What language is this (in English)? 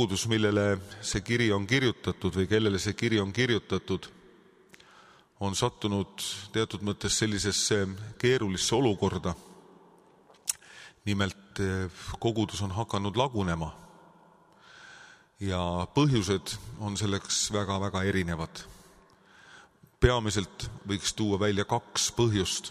Estonian